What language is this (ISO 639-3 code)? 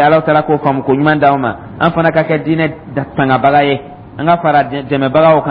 dyu